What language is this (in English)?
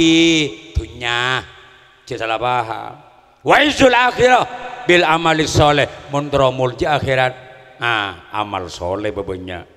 Madurese